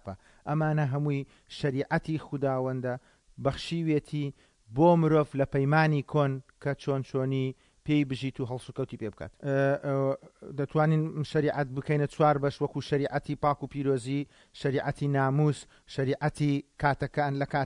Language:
Central Kurdish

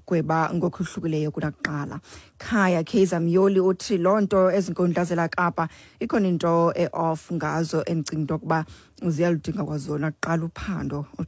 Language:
Xhosa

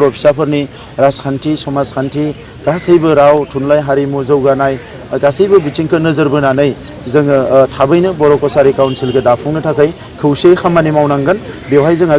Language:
Bodo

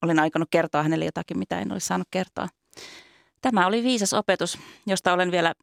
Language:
Finnish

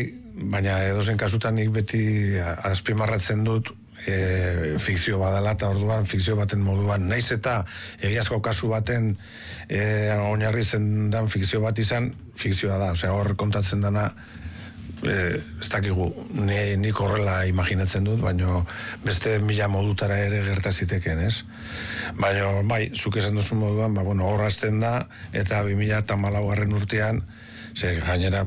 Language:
Basque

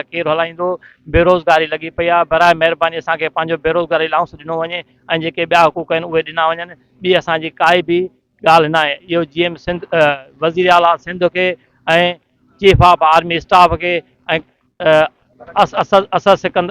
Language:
Sindhi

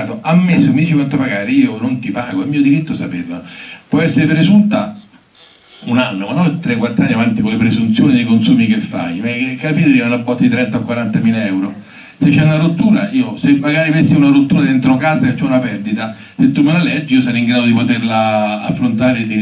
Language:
Italian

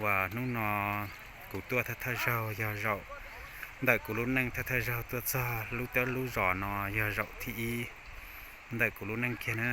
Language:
Hmong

